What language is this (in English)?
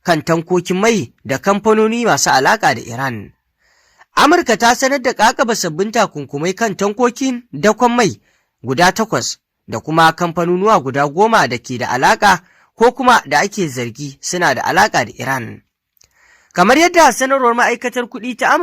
Hausa